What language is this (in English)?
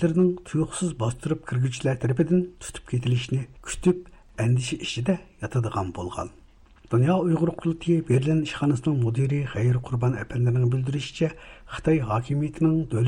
Uyghur